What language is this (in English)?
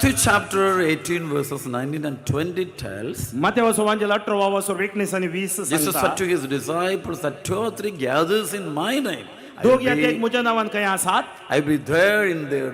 Konkani